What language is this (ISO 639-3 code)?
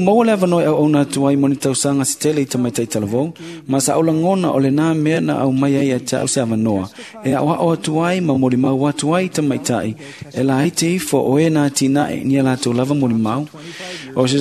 smo